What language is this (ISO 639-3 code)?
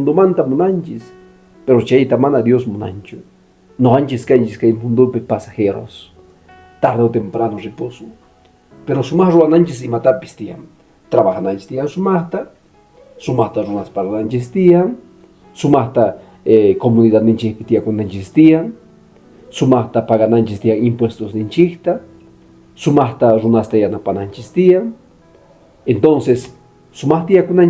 que